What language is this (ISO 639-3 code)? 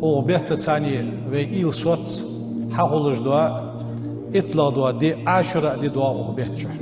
inh